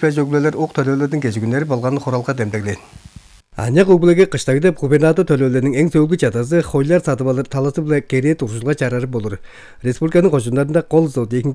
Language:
Tuvinian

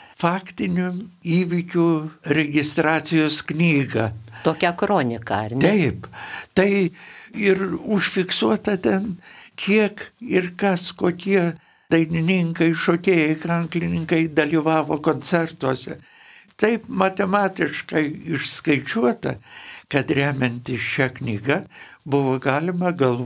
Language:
Lithuanian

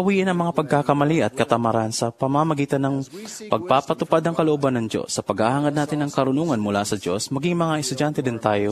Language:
Filipino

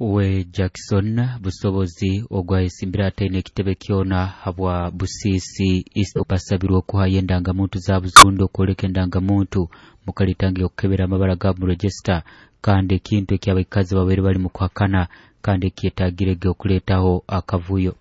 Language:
Nyoro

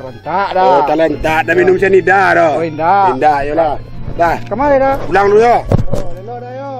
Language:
Minangkabau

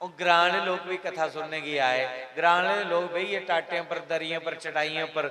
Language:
Dogri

